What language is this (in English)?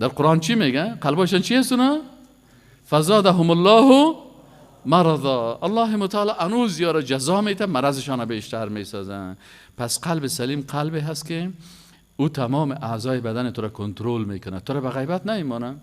Persian